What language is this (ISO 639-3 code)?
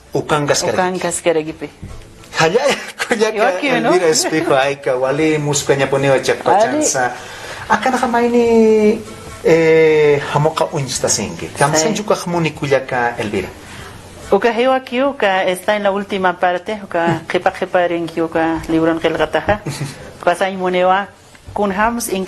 aym